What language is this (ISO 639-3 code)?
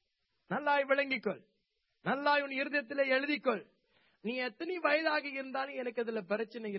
tam